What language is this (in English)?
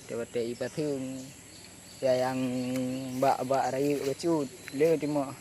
Achinese